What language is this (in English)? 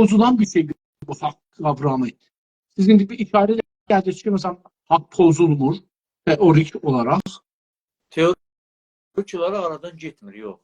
South Azerbaijani